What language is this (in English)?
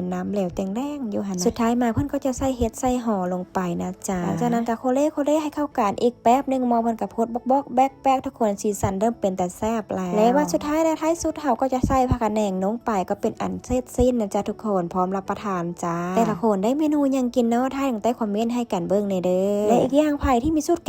Lao